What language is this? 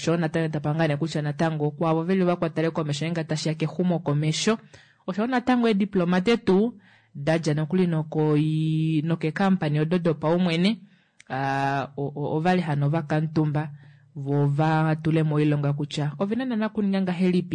Kuanyama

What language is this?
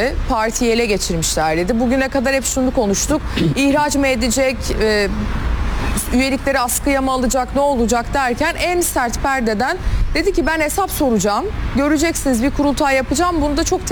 Turkish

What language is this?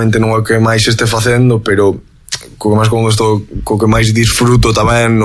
Galician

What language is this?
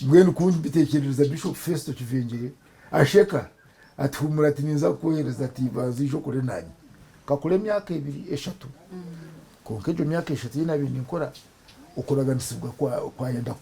Nyankole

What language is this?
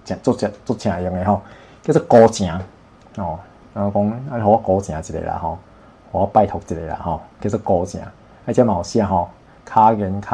Min Nan Chinese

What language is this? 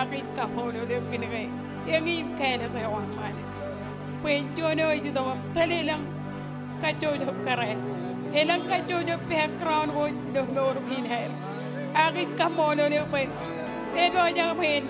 Marshallese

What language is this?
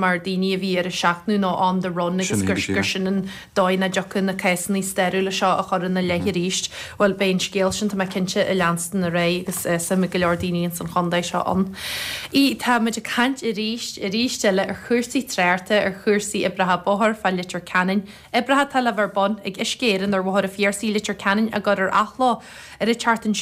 Irish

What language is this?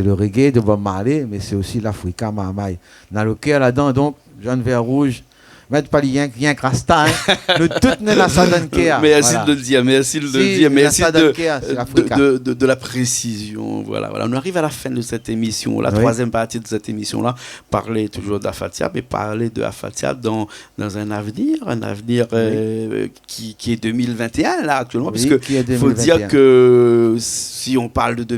Réunion Creole French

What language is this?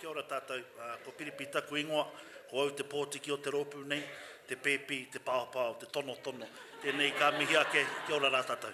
Māori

